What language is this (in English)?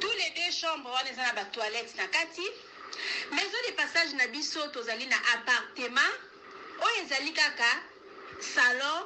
Lingala